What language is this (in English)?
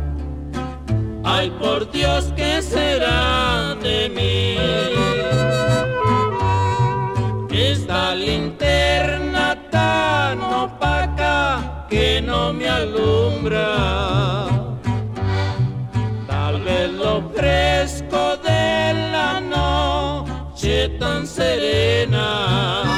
Spanish